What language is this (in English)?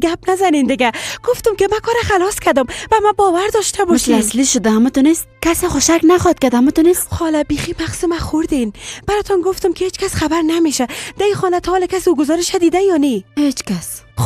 Persian